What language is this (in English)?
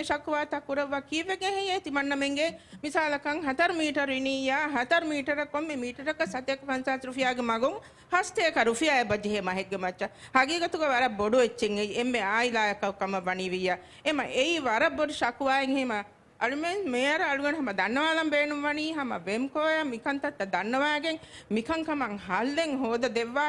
Divehi